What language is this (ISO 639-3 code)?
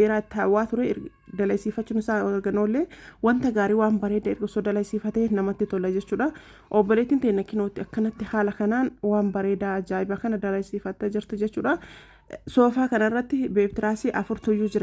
orm